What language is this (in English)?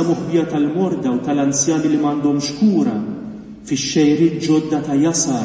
Maltese